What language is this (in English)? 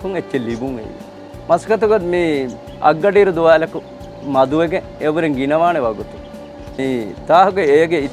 Divehi